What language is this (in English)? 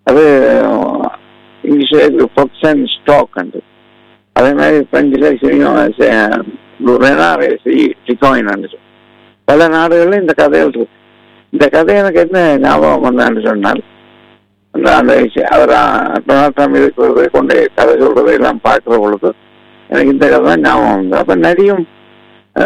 Tamil